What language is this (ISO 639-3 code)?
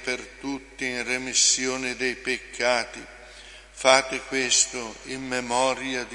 ita